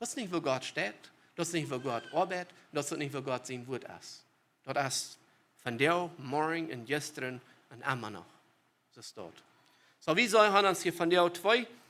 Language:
Plautdietsch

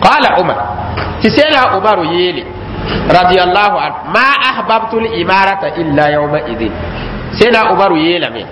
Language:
Mossi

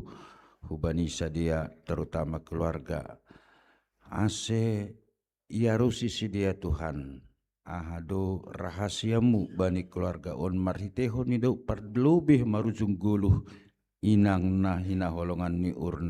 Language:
Batak Simalungun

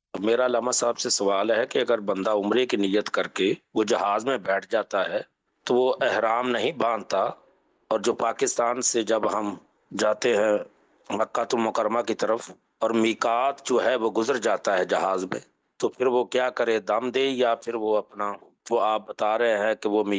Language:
Urdu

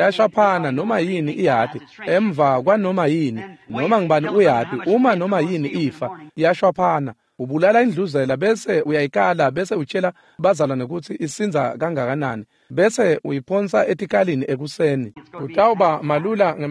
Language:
Swati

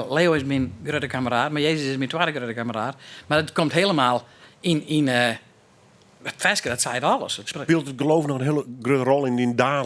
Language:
Western Frisian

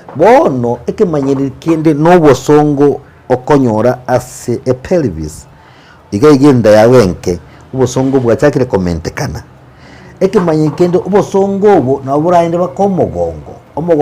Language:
Gusii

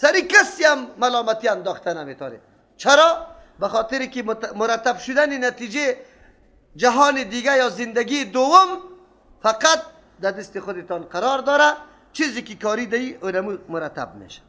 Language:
Persian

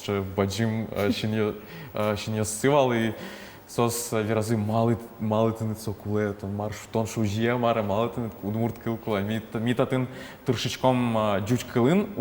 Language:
Udmurt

